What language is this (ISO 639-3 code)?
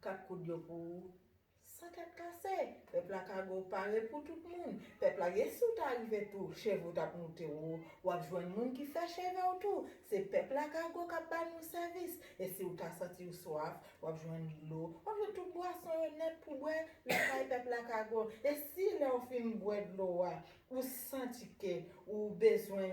hat